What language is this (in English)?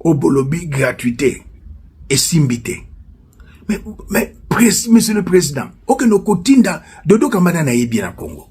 Lingala